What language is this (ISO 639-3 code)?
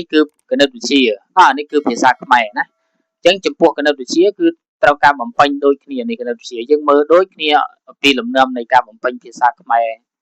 khm